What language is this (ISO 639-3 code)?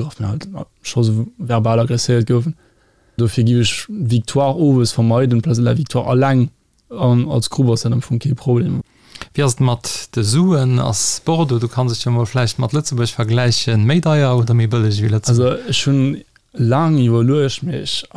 ltz